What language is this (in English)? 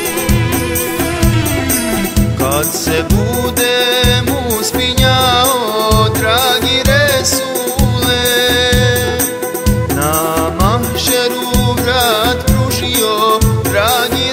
Bosnian